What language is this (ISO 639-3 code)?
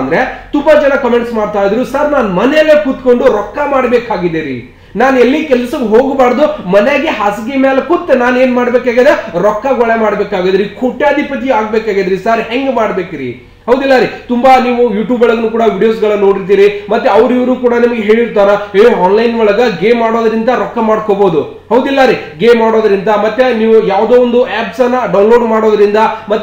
kan